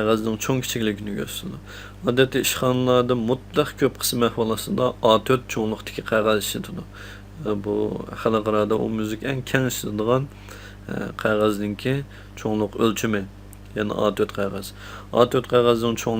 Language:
Uyghur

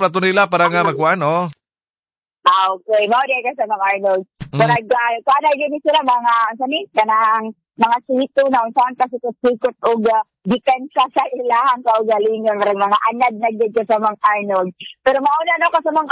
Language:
Cebuano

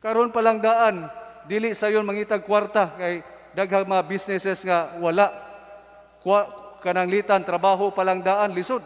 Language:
Cebuano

